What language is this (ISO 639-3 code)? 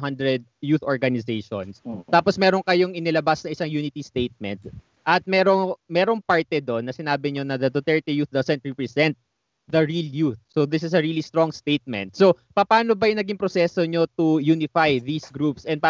fil